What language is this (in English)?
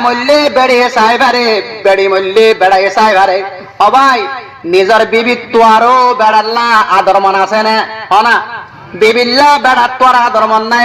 Rohingya